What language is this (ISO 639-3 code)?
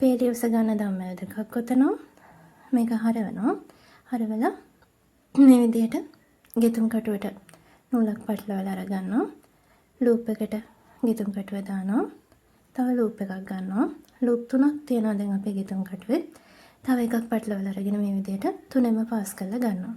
sin